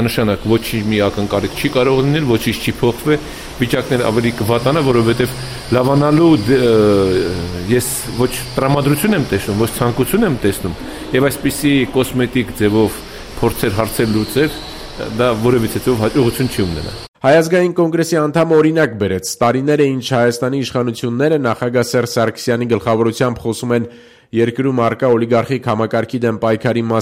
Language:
Armenian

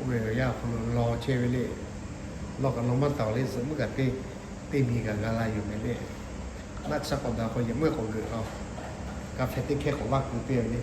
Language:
Lahu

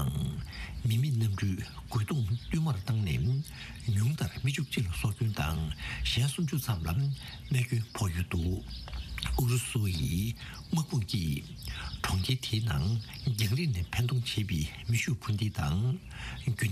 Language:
Tibetan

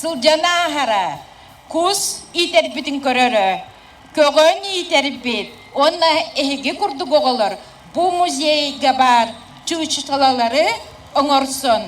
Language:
Yakut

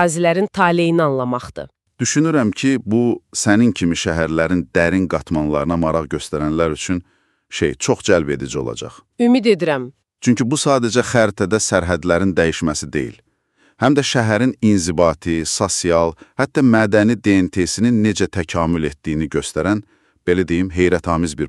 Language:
Azerbaijani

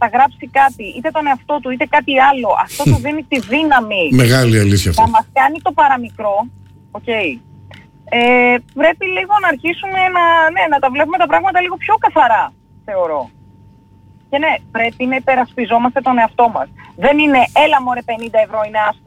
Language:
Greek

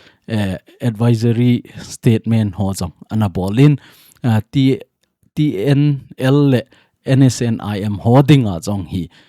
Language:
Thado Chin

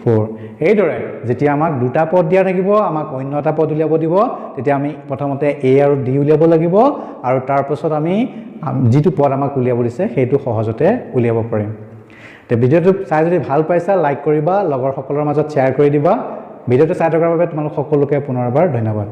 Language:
Assamese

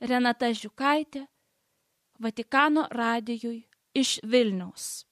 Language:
Lithuanian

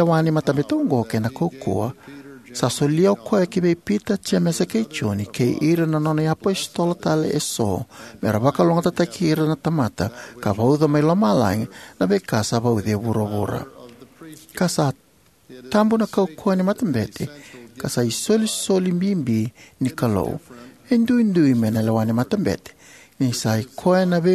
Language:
Fijian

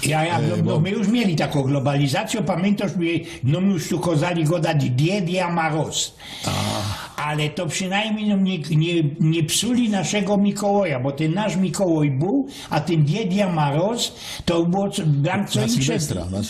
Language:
Silesian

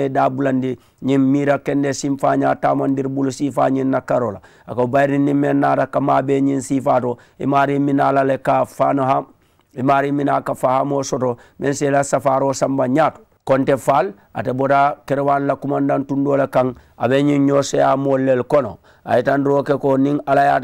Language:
Mandingo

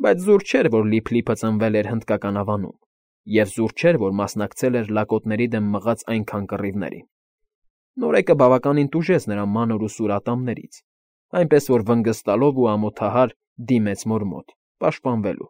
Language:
Armenian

